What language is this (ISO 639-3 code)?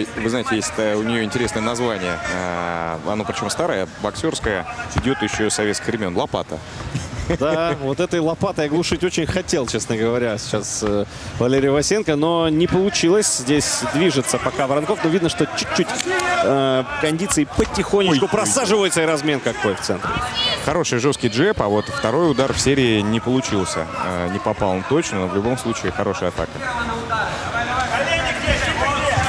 rus